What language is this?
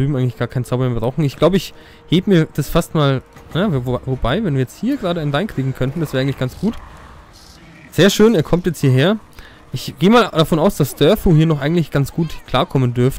German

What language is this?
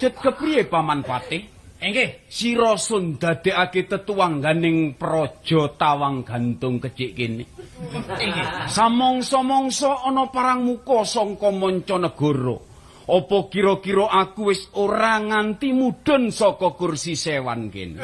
Javanese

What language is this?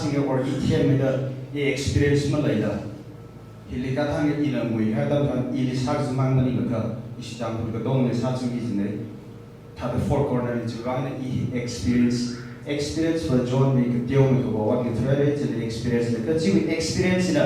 Tangkhul Naga (India)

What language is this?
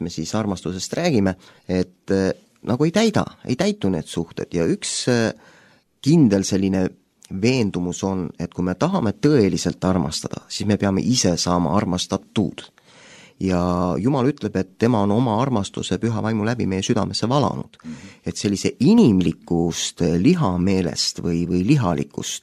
Estonian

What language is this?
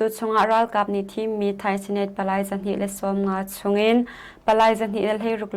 Hakha Chin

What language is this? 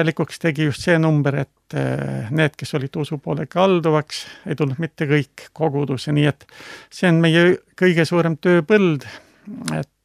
Estonian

